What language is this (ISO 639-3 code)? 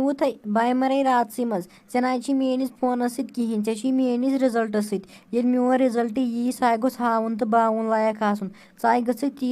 kas